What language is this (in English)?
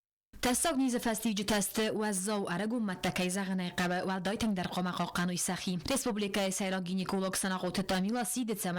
Ossetic